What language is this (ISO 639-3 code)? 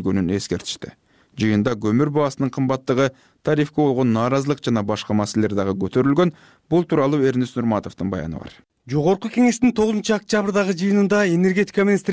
kir